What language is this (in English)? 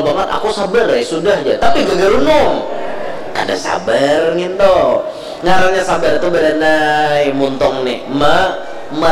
Banjar